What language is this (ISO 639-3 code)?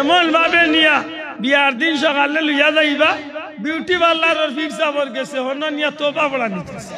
syl